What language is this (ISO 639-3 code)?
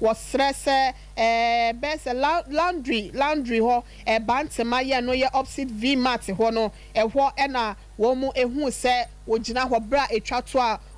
aka